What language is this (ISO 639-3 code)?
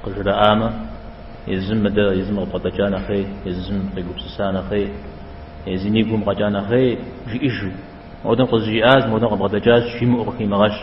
kbd